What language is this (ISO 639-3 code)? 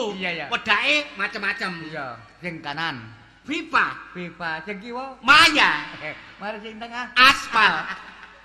jav